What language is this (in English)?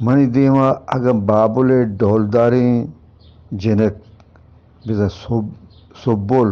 Eastern Balochi